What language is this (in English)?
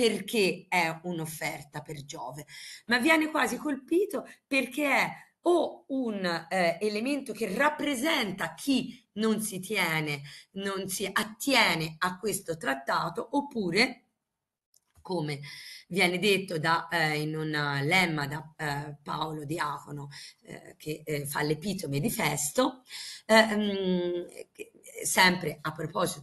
Italian